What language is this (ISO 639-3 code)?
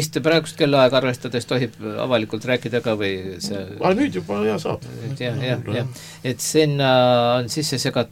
est